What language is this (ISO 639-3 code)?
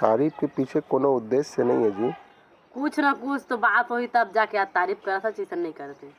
hne